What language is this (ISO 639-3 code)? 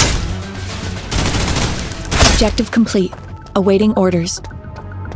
eng